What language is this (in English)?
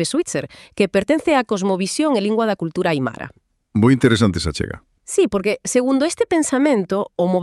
Galician